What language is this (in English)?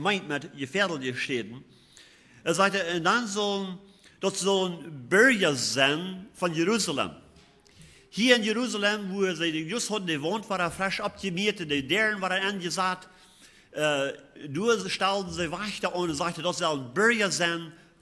Plautdietsch